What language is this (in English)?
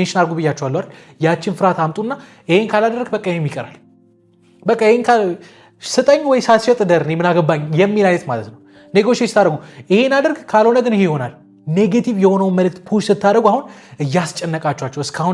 Amharic